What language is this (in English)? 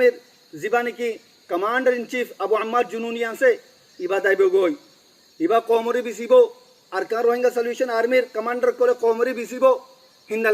Rohingya